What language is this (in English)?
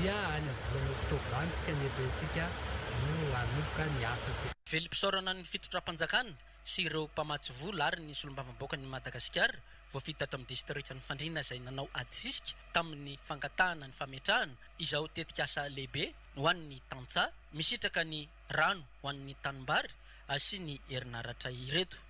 Malagasy